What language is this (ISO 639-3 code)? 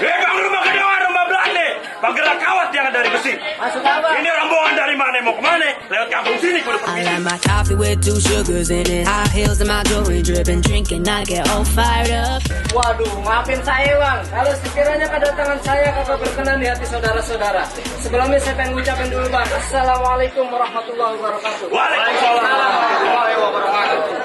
bew